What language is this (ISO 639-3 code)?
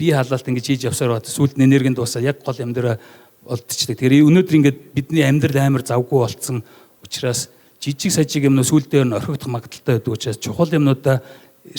mon